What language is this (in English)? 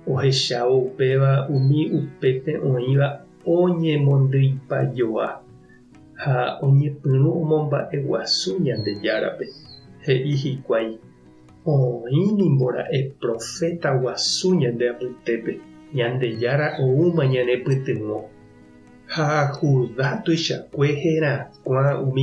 Guarani